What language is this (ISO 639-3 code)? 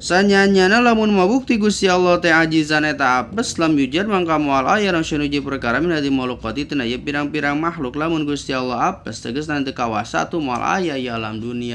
sun